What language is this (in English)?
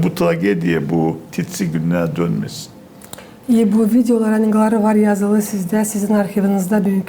Gagauz